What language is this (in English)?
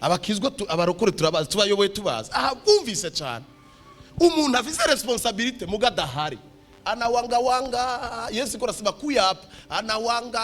Rundi